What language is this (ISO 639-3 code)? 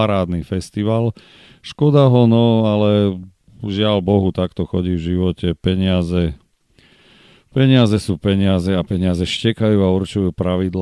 slk